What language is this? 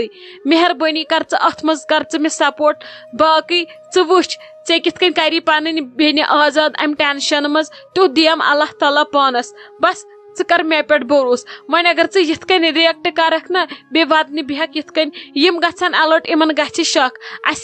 Kashmiri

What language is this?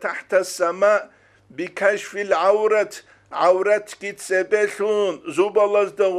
Avaric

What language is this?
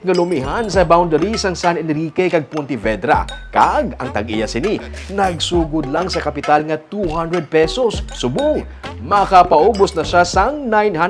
Hiligaynon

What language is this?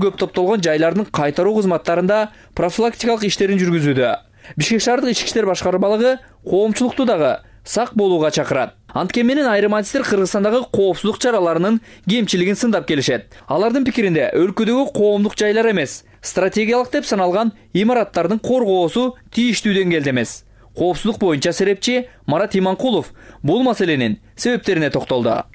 Kyrgyz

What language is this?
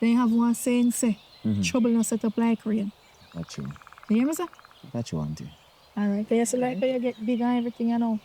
Jamaican Creole English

